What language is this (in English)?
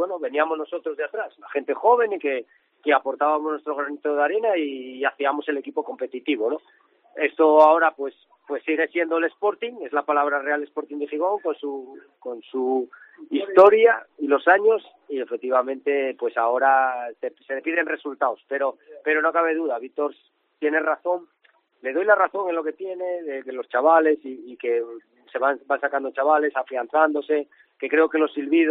Spanish